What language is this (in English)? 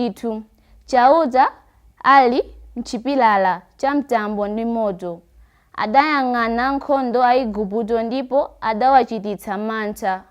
Nyanja